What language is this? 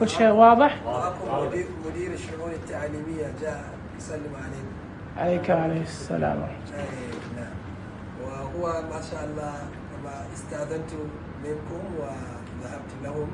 Najdi Arabic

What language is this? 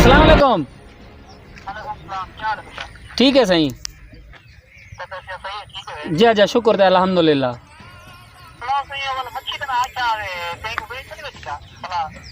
Saraiki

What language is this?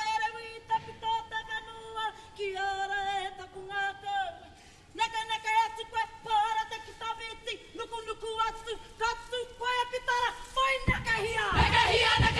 Māori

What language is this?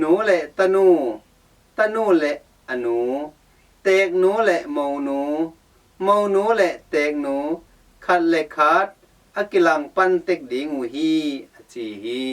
Tedim Chin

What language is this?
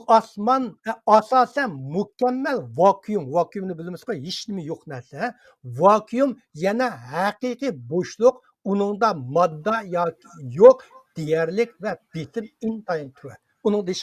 Uyghur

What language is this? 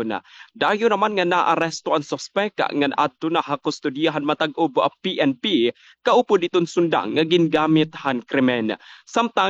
Waray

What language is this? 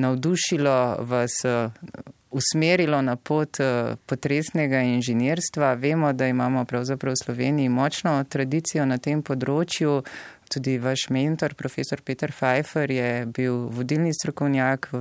Slovenian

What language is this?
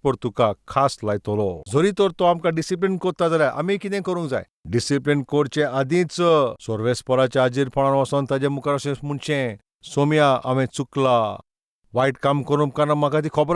Konkani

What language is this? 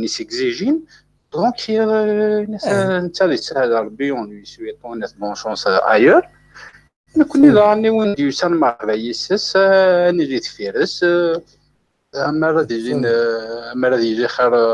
Kabyle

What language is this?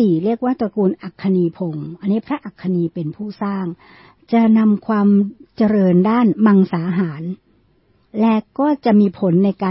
Thai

